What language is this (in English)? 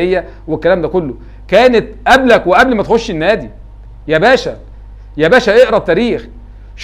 Egyptian Arabic